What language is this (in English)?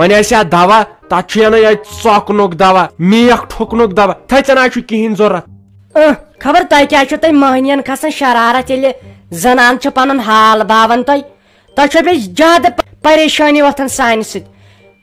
Kashmiri